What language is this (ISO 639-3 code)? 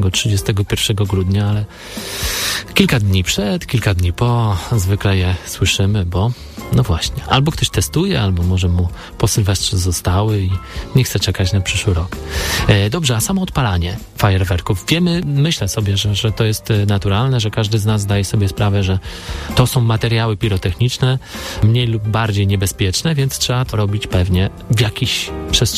pol